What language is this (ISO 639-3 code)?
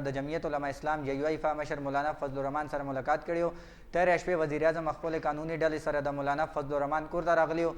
pus